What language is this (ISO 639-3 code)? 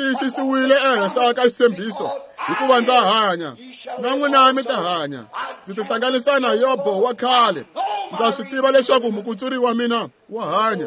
tso